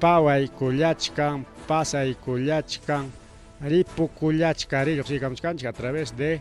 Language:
Ayacucho Quechua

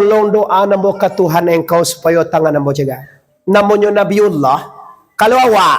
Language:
Minangkabau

